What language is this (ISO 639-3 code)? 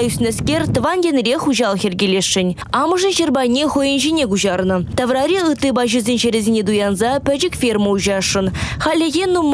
chv